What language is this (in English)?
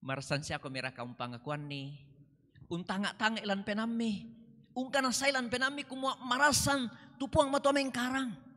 Toraja-Sa'dan